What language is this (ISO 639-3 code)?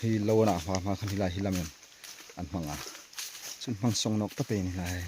hmr